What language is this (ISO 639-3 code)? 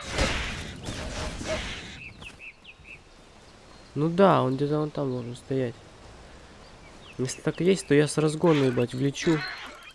rus